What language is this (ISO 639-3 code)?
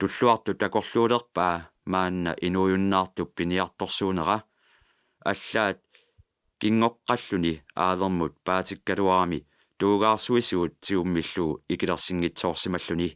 kal